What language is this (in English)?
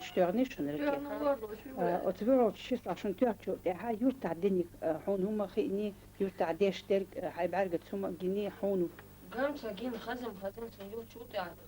Chechen